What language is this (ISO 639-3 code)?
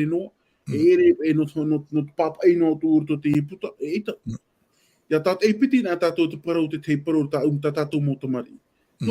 tah